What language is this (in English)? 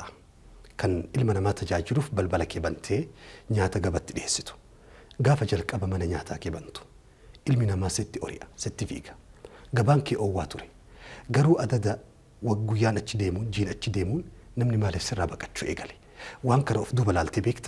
Oromo